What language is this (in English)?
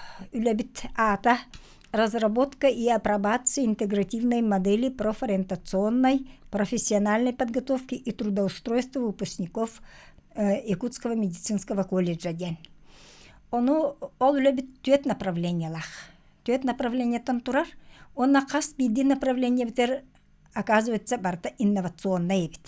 Yakut